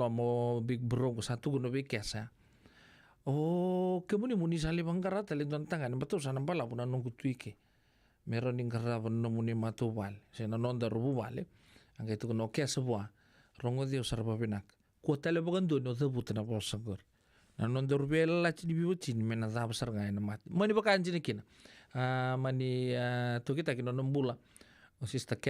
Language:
Fijian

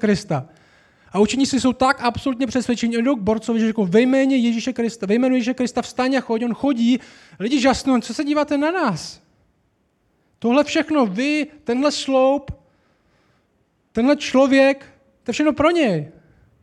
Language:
Czech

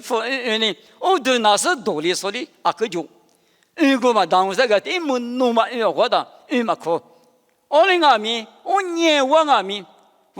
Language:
Lisu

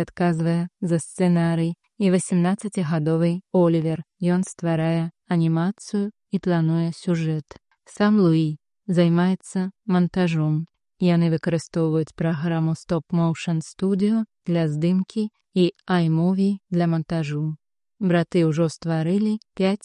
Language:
Belarusian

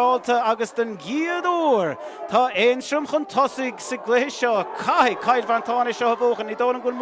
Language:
Irish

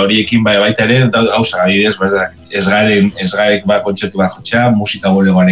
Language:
Basque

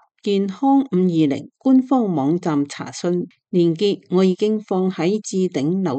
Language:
Cantonese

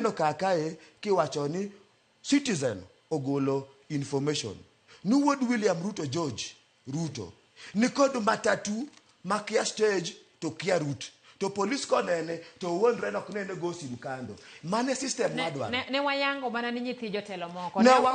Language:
Luo (Kenya and Tanzania)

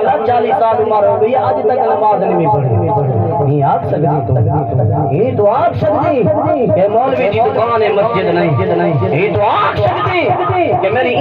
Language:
Saraiki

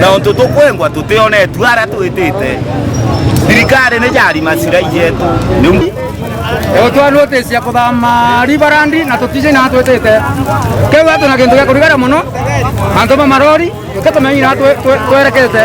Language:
Meru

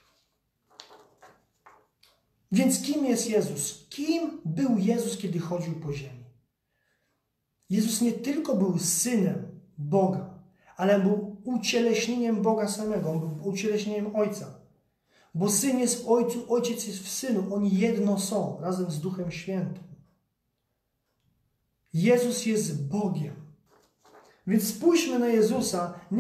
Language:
Polish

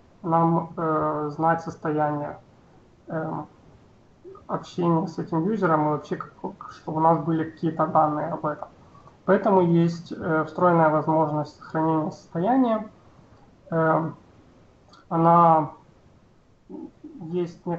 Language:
Russian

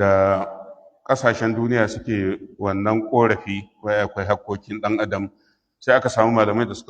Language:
Hausa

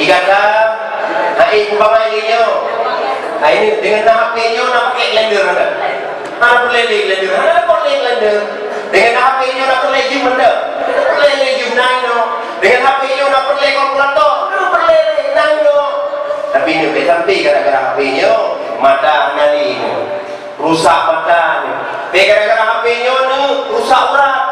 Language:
Achinese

